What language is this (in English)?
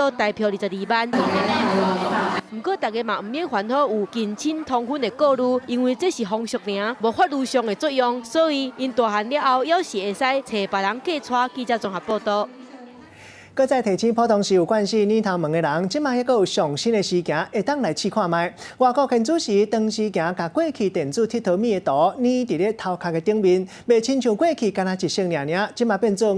Min Nan Chinese